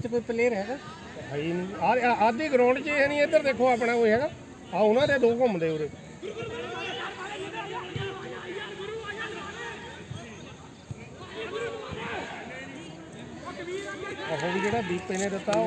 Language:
Punjabi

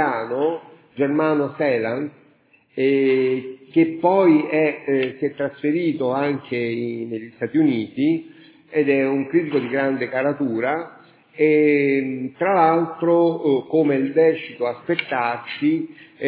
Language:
Italian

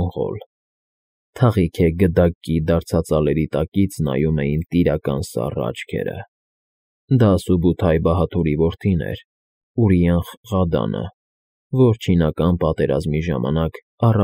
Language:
Armenian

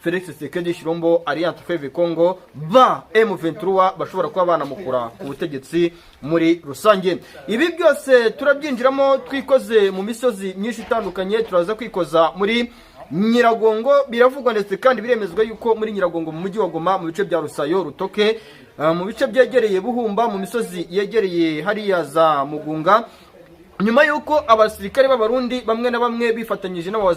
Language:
Kinyarwanda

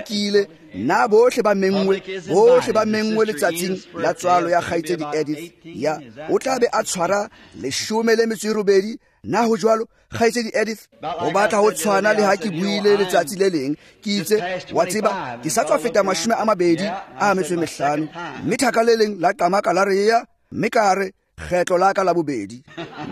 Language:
Tswana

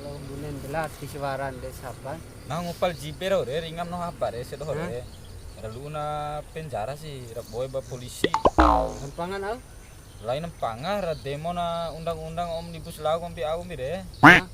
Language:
Bima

